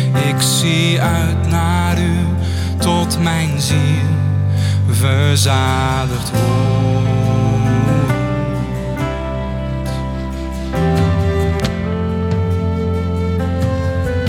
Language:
Dutch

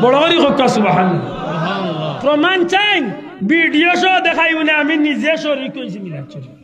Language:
Sylheti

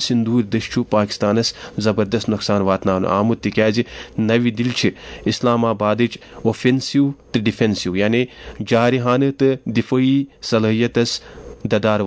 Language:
Kashmiri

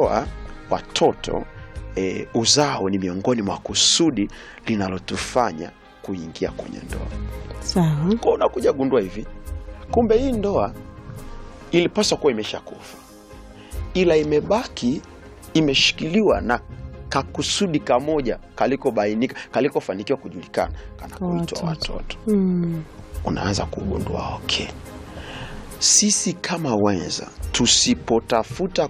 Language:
Swahili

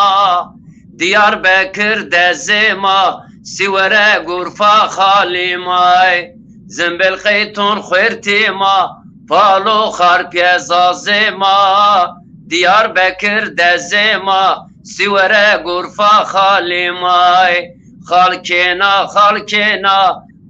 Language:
Zaza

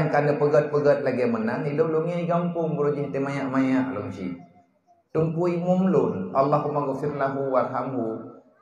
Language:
Achinese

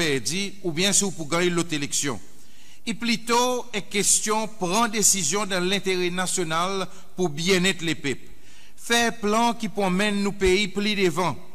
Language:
Seselwa Creole French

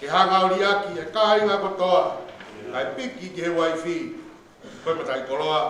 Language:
Tongan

